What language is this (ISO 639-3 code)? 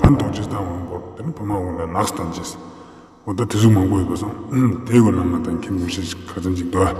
bod